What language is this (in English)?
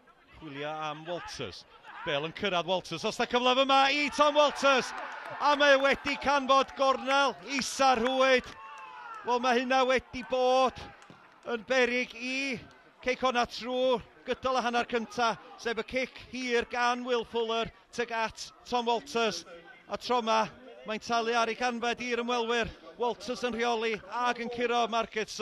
Welsh